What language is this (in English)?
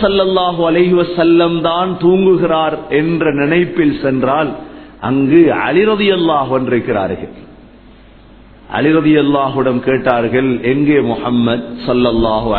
Tamil